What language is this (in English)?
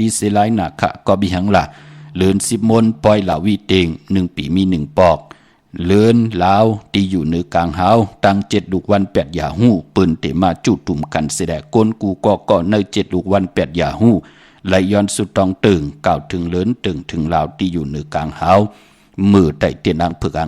Shan